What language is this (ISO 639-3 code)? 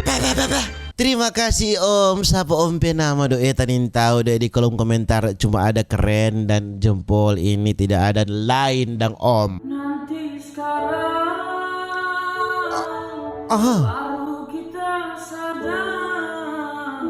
xmm